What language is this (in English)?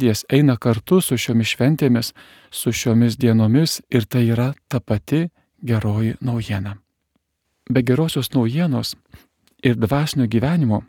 Lithuanian